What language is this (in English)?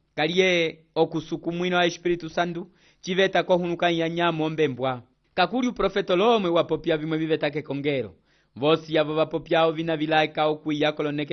Umbundu